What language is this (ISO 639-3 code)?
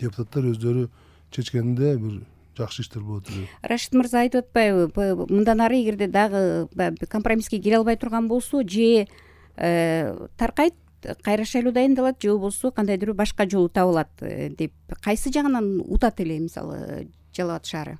kir